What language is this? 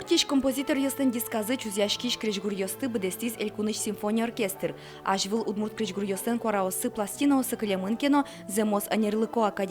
Udmurt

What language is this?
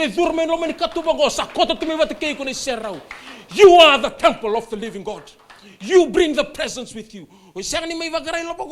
Fijian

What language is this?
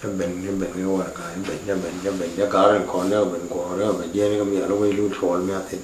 Nuer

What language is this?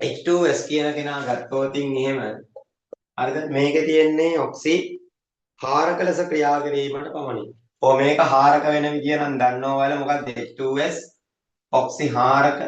Sinhala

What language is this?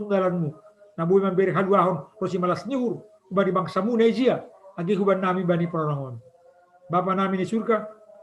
Batak Simalungun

